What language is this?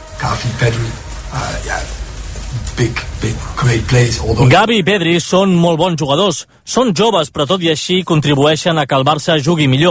Catalan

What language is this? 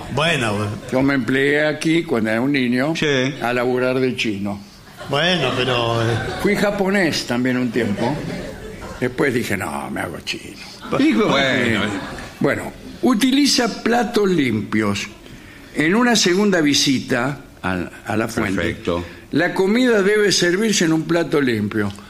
Spanish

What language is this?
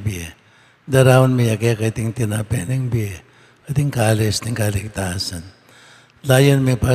Pampanga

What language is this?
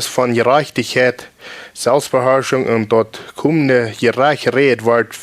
Plautdietsch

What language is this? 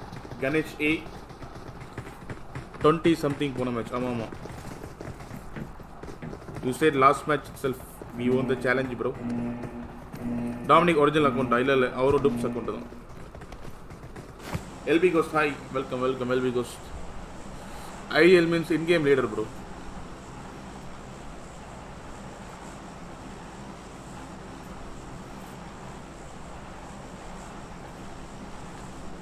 Tamil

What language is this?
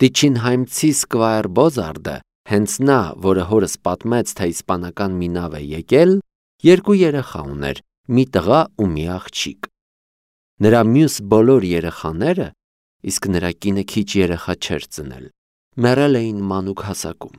Armenian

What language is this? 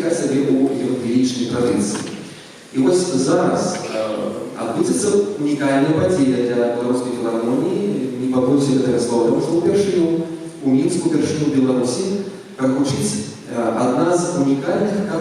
Belarusian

